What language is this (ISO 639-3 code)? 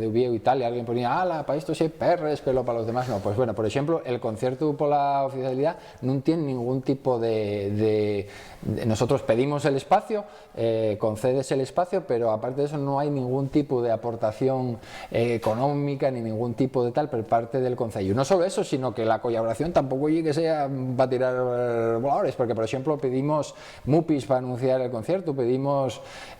ast